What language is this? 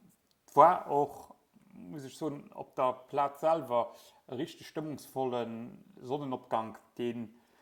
Luxembourgish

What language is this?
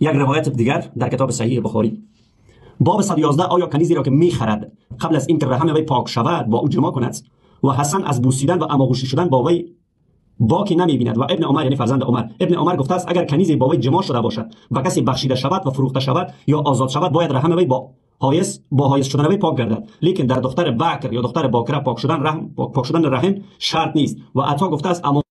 Persian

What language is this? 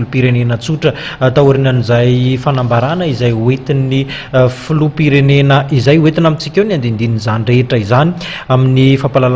Malagasy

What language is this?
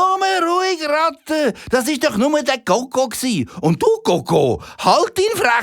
Swiss German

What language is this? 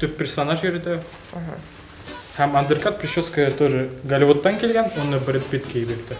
Bashkir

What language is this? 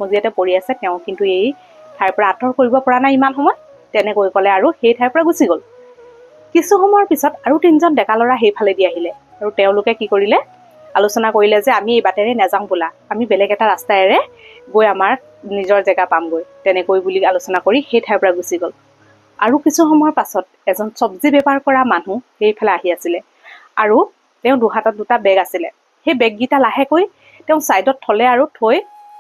Assamese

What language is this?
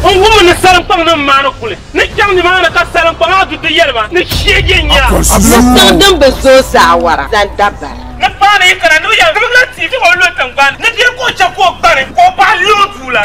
Dagbani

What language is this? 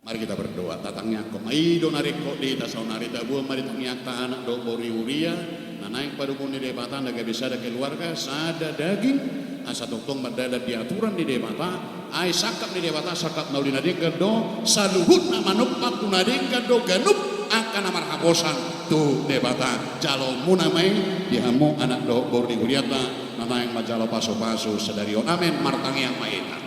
Batak Toba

